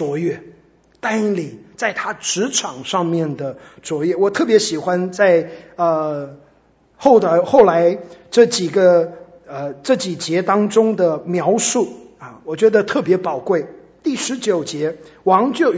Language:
Chinese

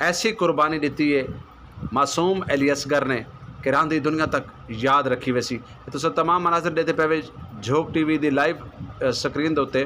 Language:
Saraiki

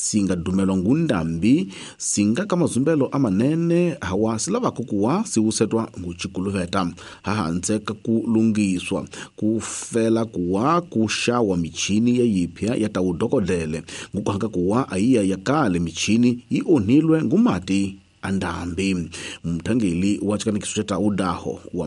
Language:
Tsonga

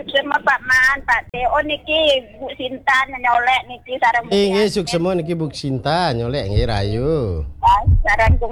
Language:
Balinese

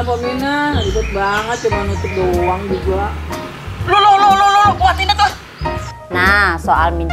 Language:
Betawi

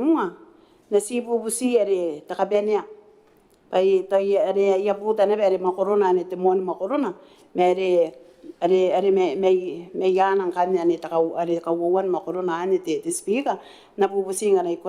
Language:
Gilbertese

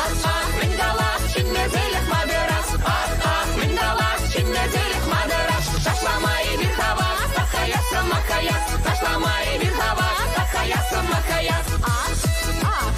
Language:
Chuvash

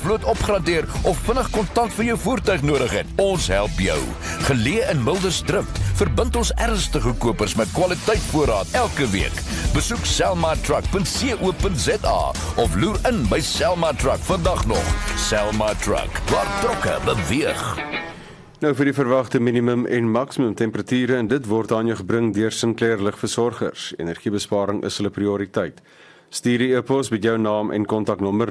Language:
Afrikaans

